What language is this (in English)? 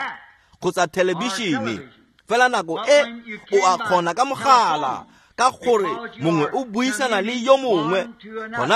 Tswana